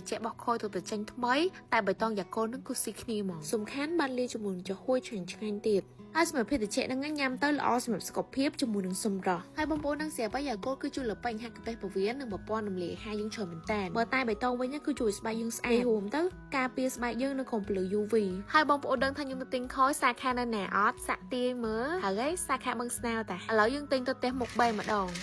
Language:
Khmer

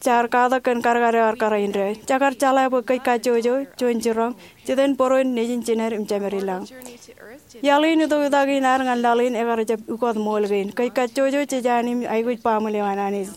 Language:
Marshallese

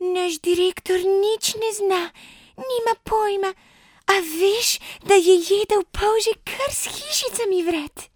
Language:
Slovenian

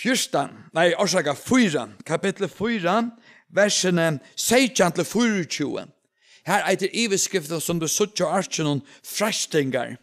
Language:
Faroese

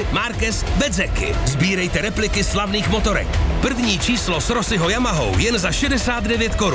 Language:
Czech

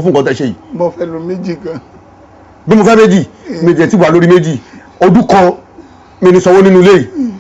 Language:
Yoruba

